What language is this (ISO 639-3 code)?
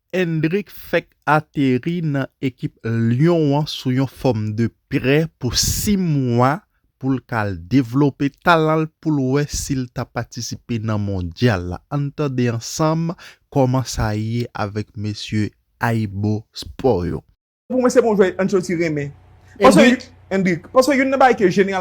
hat